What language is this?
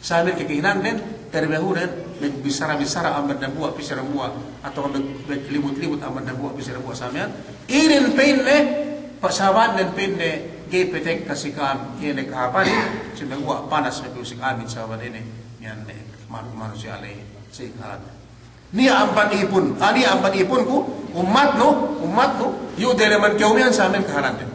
Yakan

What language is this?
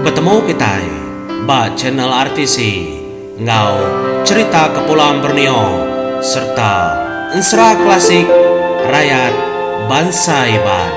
Iban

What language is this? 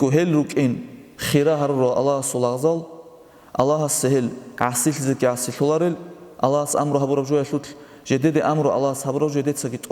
Avaric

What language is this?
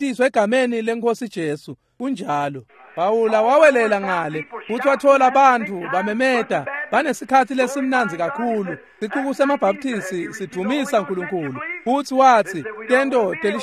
Swati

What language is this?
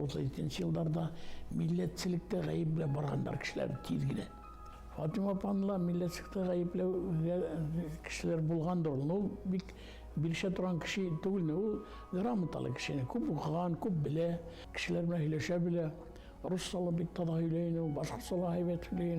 Bashkir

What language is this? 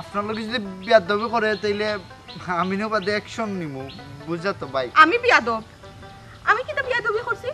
Sylheti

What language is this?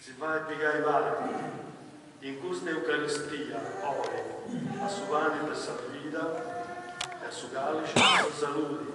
Sardinian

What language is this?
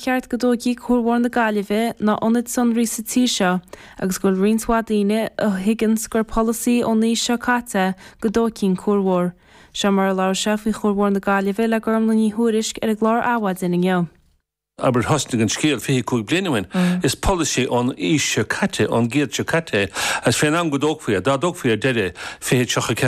Irish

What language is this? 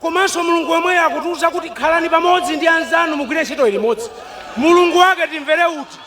Nyanja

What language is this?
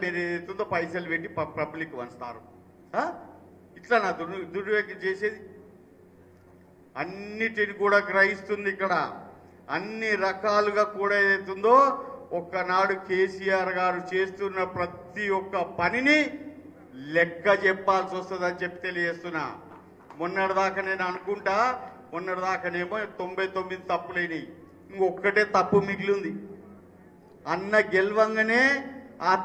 Telugu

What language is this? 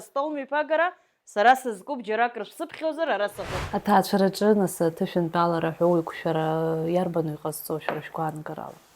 Abkhazian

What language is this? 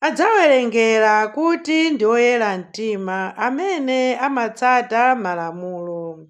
Nyanja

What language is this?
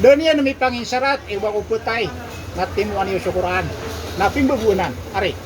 Maranao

